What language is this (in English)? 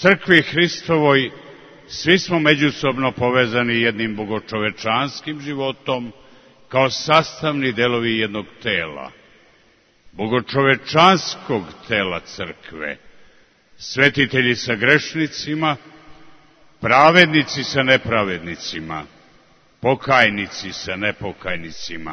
Serbian